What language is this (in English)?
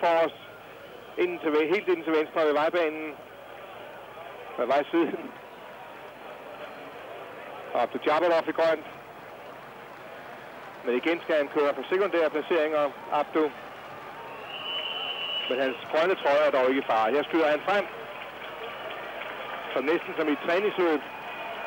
Danish